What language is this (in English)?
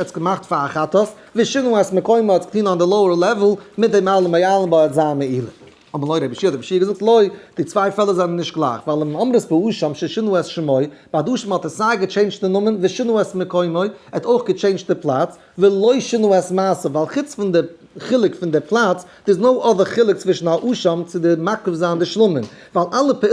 Yiddish